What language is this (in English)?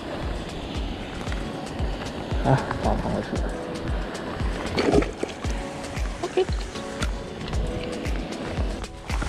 Chinese